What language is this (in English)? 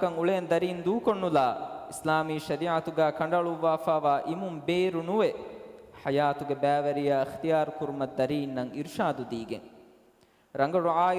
Divehi